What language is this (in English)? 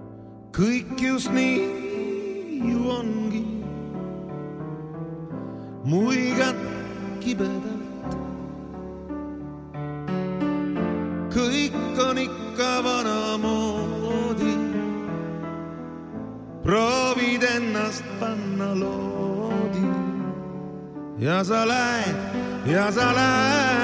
Estonian